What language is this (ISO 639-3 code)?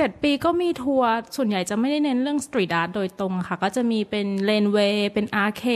tha